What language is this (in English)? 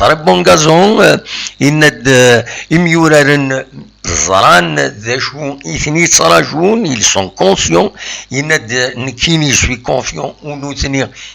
Kabyle